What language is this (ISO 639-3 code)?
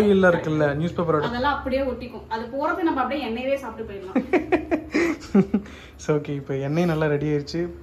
tam